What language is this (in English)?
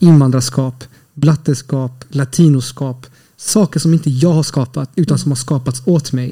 Swedish